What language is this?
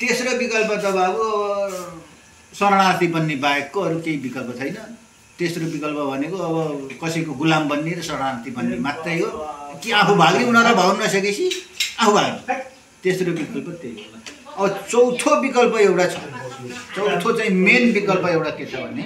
Nepali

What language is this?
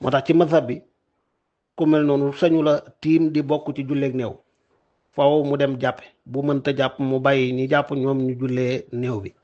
Wolof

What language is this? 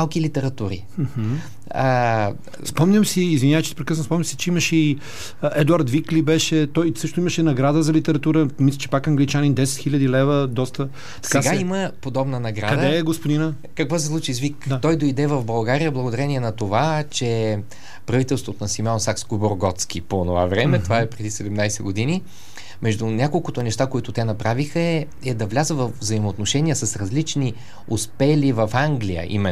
Bulgarian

